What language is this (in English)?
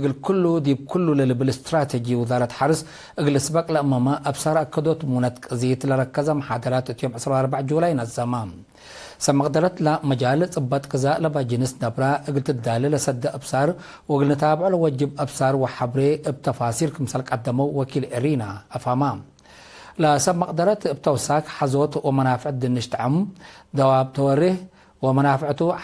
Tigre